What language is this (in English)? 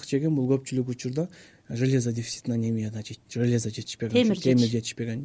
Kyrgyz